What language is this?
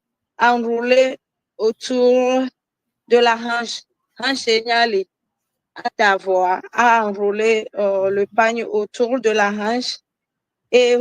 Ewe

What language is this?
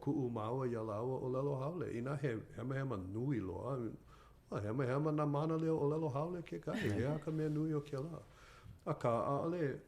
Hawaiian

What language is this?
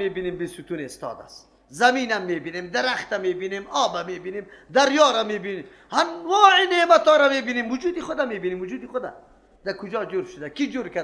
Persian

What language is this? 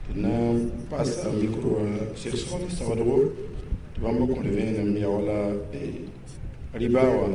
Mossi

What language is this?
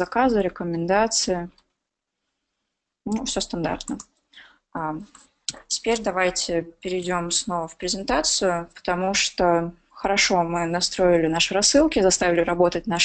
Russian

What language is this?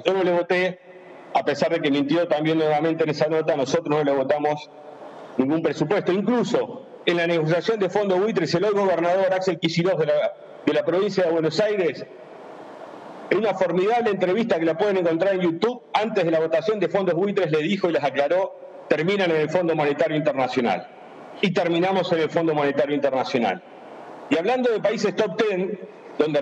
Spanish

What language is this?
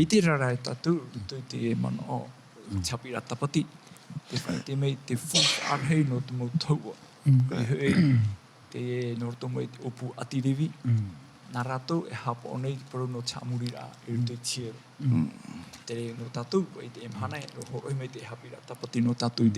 Tahitian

